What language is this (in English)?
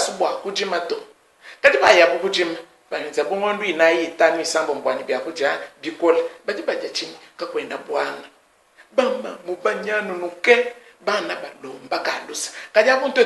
Luba-Lulua